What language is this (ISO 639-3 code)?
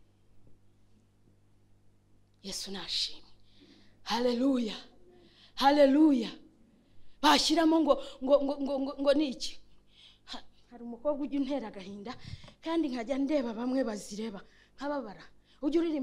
kin